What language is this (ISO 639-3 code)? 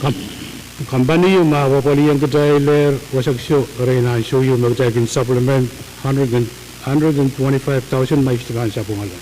pon